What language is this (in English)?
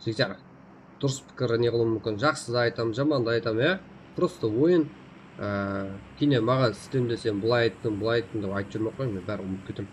Kara-Kalpak